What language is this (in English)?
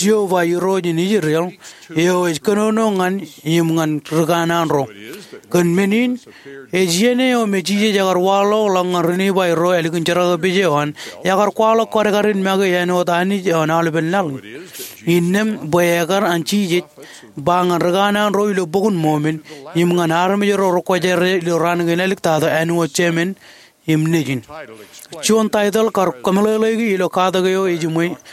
Marshallese